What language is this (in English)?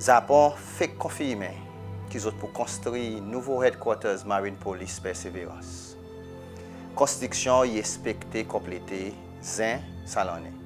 Seselwa Creole French